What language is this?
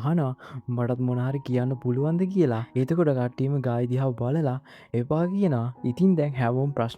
Sinhala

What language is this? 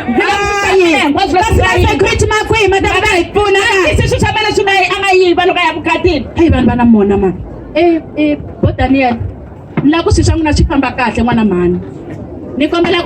Tsonga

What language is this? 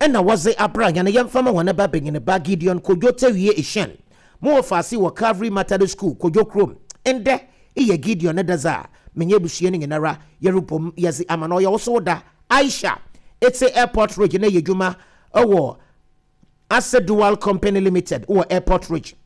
Akan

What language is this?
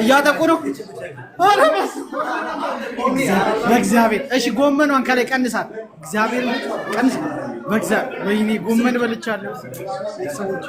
Amharic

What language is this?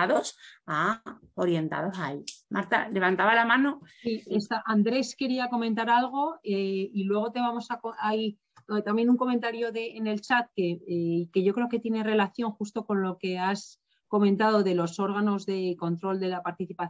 Spanish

